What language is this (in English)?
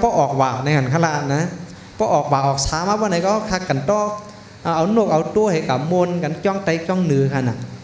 Shan